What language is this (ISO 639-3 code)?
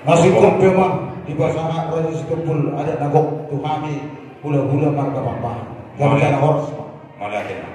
bbc